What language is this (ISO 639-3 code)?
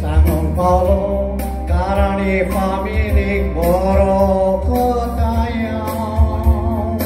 kok